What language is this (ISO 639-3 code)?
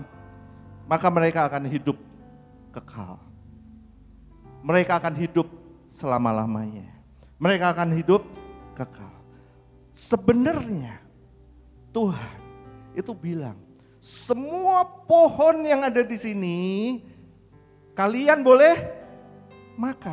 ind